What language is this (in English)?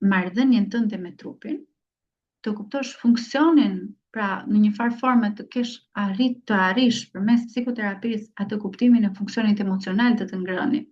Albanian